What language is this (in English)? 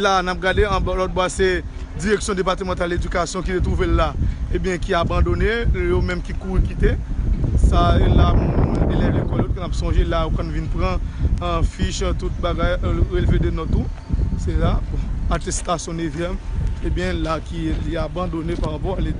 Haitian Creole